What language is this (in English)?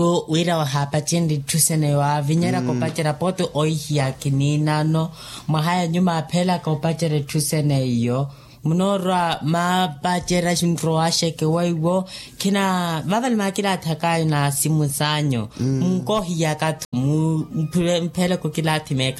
Makhuwa